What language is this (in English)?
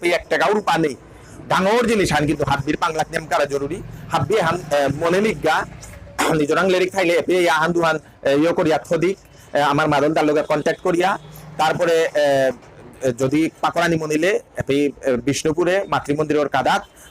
Bishnupriya